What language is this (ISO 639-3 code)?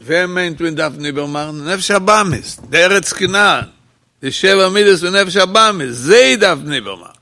yid